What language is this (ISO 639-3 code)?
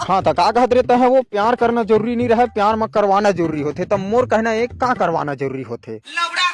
hne